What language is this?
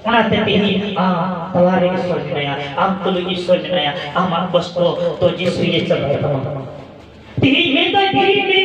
Santali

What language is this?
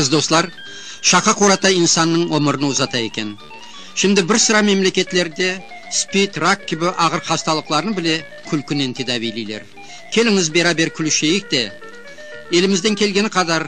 Crimean Tatar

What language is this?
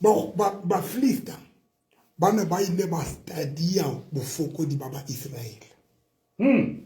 Southern Sotho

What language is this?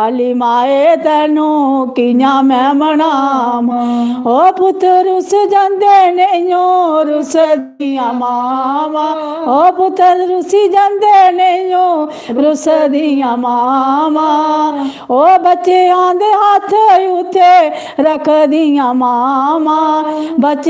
Dogri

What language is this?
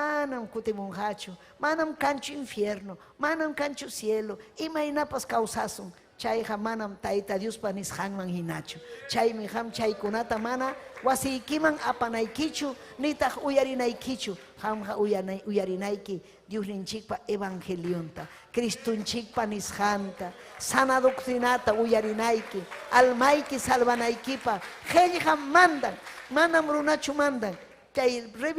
Ayacucho Quechua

